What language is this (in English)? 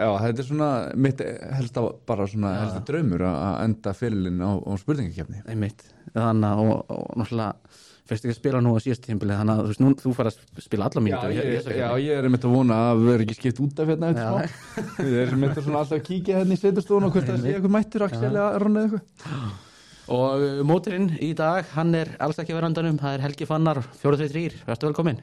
Icelandic